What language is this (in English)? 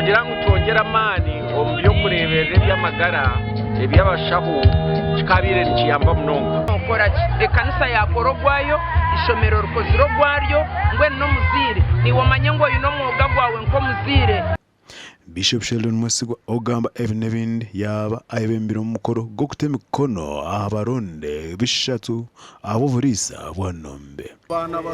Nyankole